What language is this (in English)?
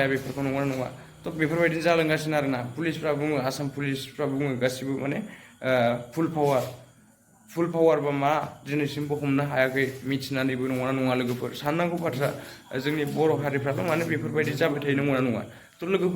Bodo